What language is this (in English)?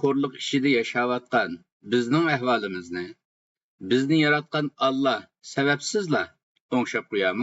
Uyghur